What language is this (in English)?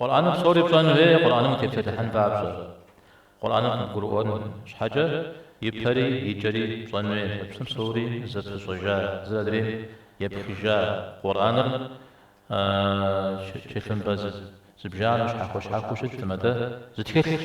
Kabardian